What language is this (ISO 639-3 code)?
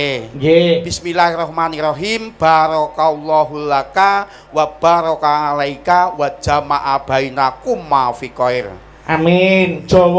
jav